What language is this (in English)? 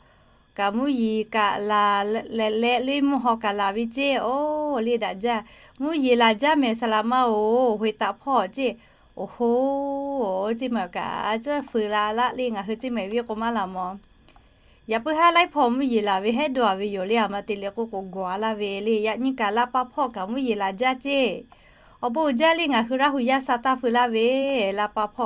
Lahu